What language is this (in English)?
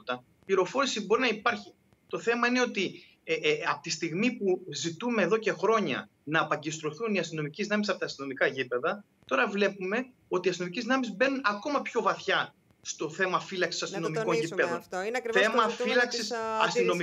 Greek